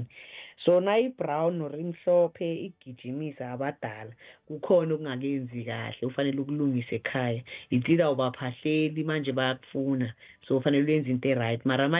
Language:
South Ndebele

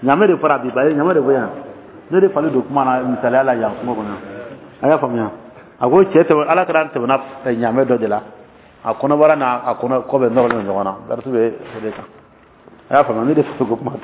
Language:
Dyula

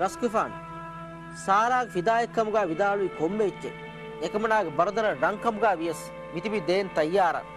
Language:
Divehi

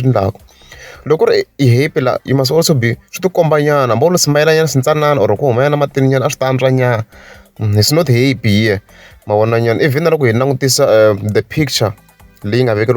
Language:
Tsonga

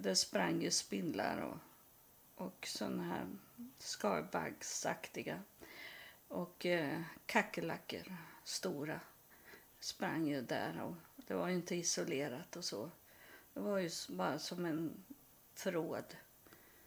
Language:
Swedish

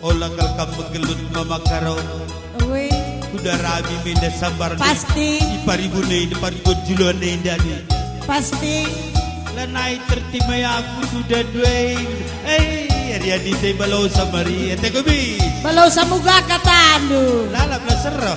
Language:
Batak Karo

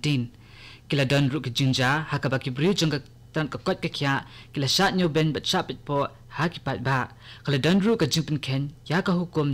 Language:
Khasi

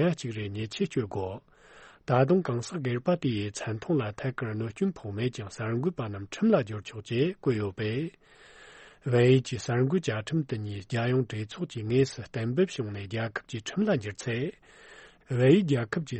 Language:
Tibetan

